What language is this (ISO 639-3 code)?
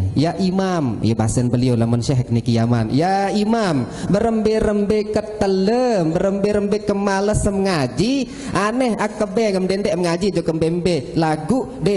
sas